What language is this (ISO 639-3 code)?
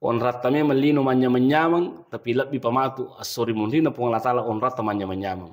bug